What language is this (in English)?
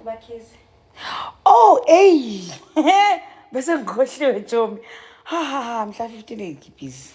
Zulu